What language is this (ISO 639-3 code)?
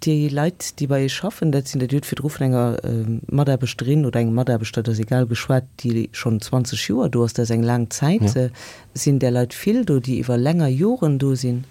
ltz